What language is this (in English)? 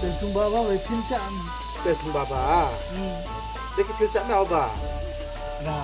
Riang (India)